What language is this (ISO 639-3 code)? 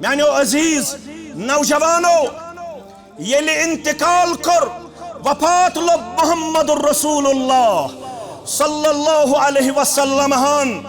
kas